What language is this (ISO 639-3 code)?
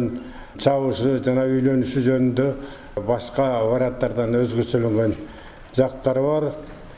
kir